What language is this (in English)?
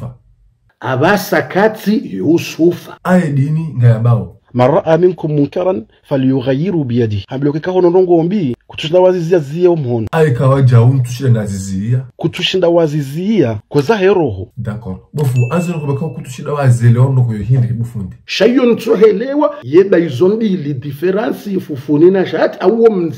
Ngazidja Comorian